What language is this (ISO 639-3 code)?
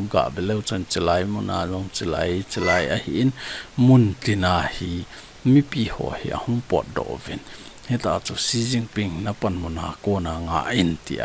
tcz